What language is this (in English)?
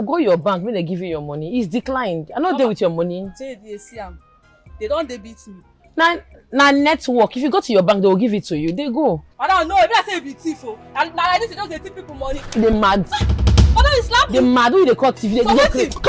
Nigerian Pidgin